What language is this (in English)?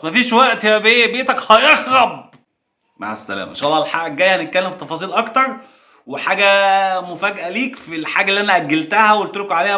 Egyptian Arabic